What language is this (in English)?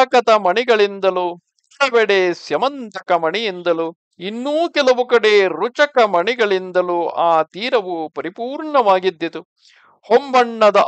Kannada